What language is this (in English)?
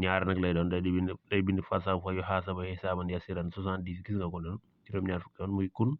Wolof